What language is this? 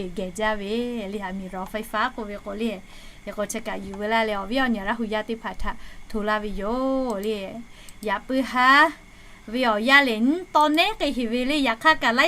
Lahu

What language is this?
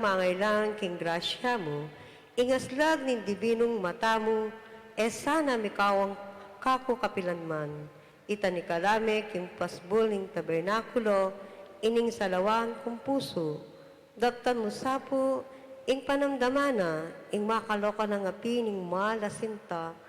Pampanga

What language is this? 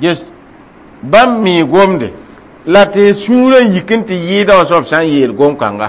Mossi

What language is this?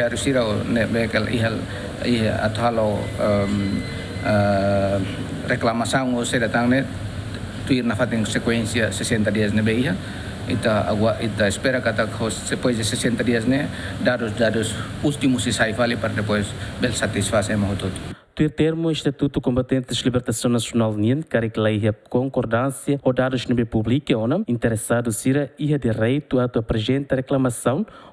Tetum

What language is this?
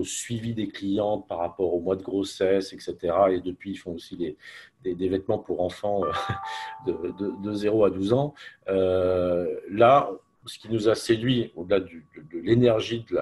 French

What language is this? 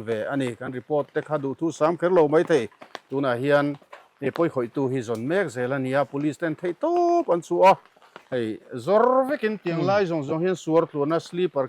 Mizo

